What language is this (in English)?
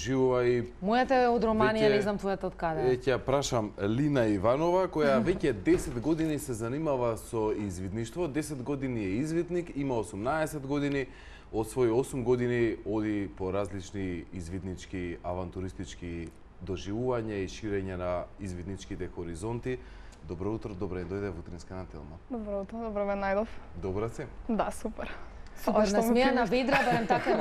Macedonian